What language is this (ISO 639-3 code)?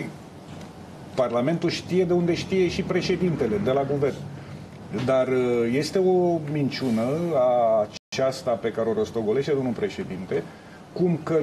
ron